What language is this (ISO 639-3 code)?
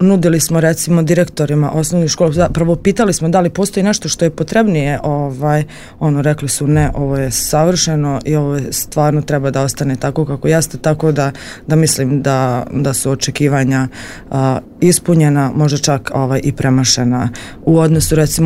hrv